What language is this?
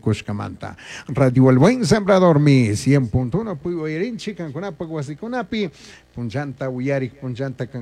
Chimborazo Highland Quichua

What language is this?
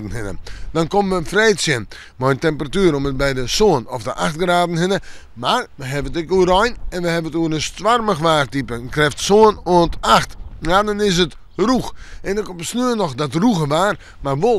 Western Frisian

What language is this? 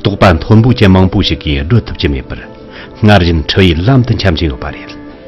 Tibetan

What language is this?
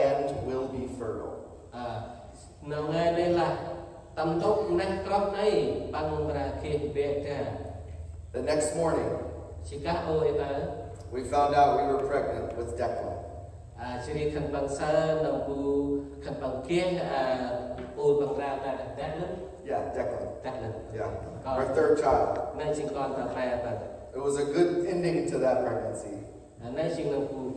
Central Mnong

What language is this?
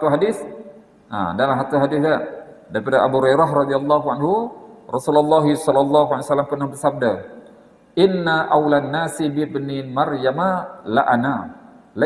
Malay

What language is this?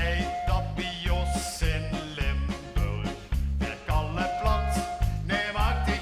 Limburgish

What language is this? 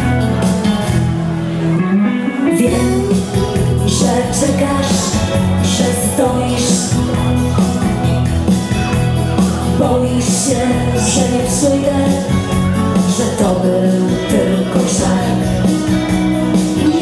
Polish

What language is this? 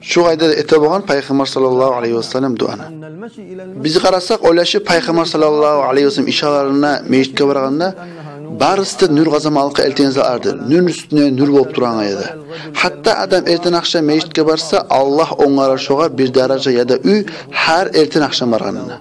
Kumyk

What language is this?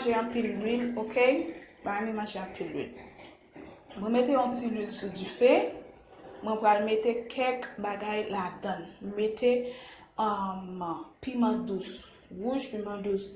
Haitian Creole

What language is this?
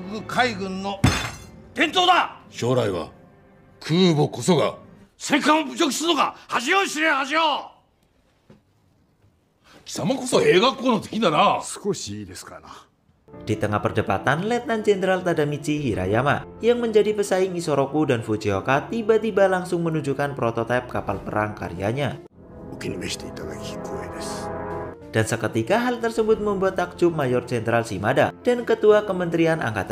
Indonesian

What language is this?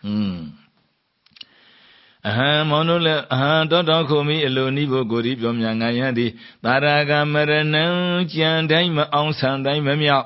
Burmese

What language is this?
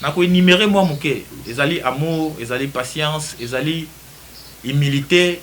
Lingala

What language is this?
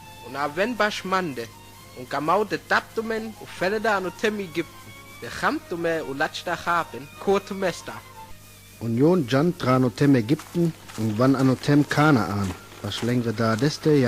Sinte Romani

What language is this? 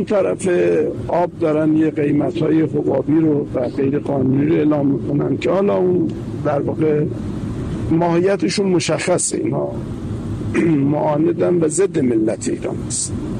Persian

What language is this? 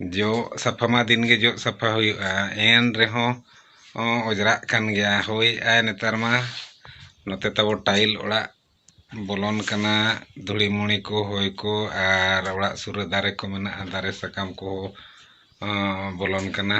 Santali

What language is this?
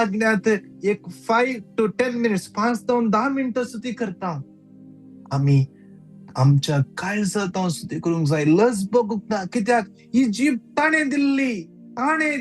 Konkani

